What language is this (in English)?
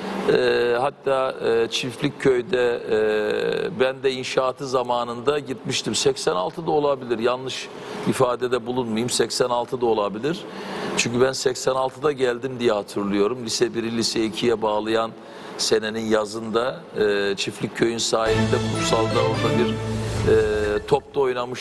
Turkish